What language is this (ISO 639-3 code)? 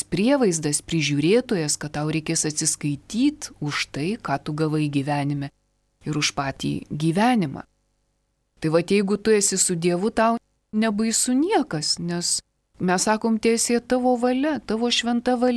lit